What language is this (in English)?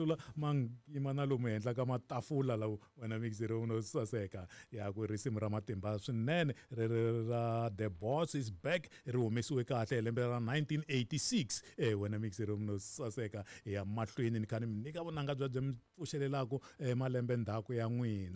Tsonga